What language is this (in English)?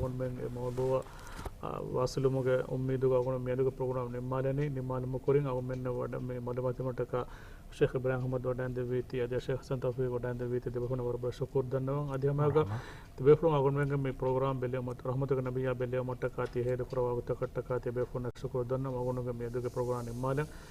Divehi